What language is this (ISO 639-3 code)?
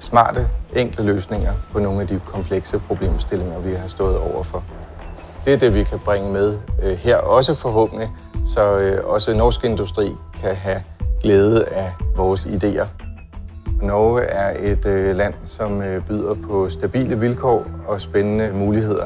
dan